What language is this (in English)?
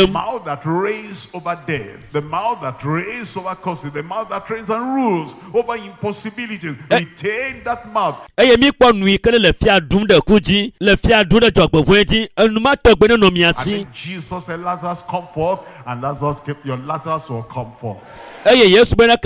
Ewe